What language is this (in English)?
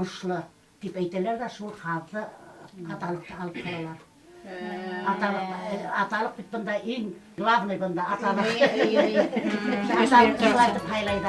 Bashkir